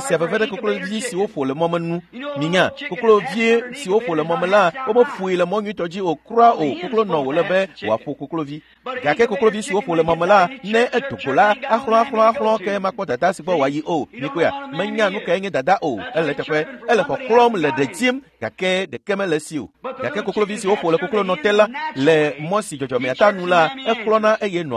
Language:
Ewe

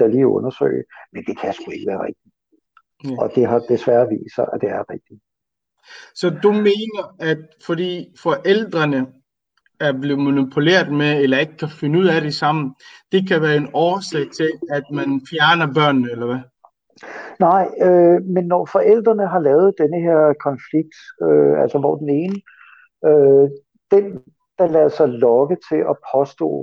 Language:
Danish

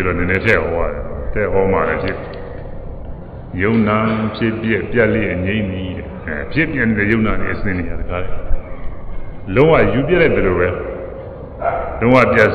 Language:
Burmese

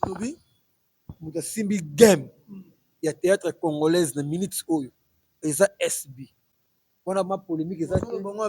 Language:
Lingala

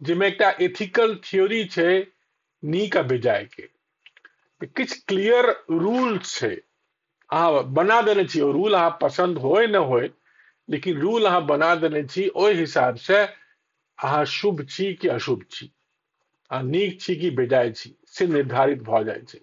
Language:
Maithili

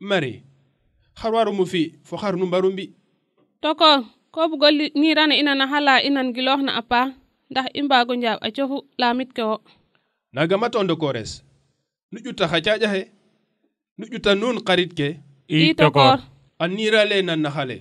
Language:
Serer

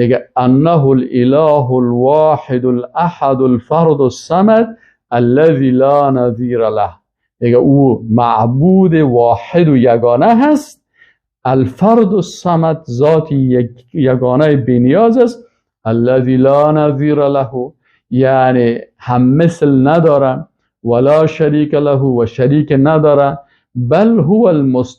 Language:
Persian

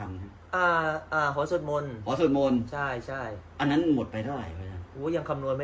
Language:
Thai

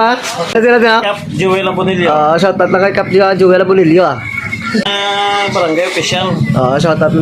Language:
Hiligaynon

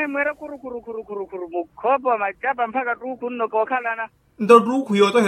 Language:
Makhuwa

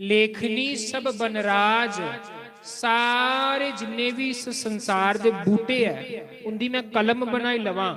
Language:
Dogri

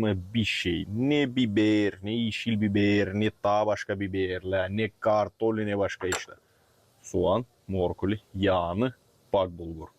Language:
Gagauz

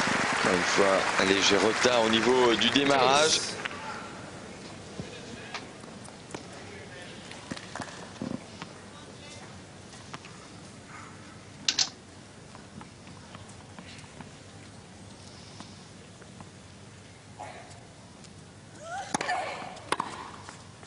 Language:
French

